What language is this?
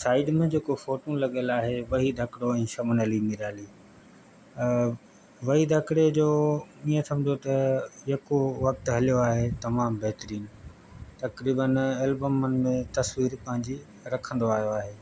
Sindhi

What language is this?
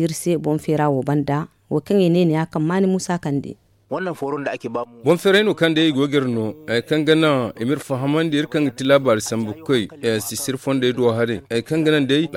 Zarma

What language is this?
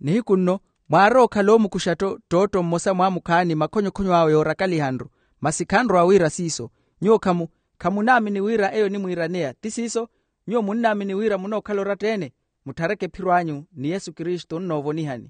Makhuwa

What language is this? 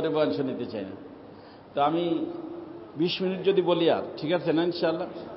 Bangla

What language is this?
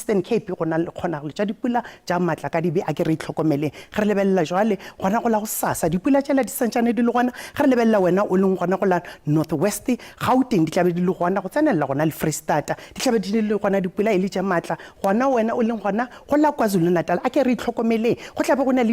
Northern Sotho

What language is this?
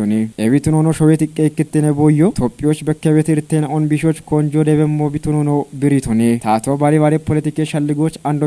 Kafa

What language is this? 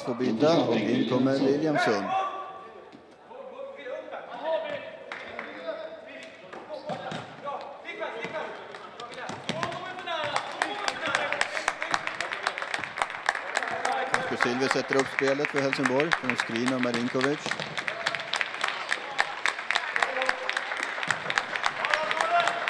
Swedish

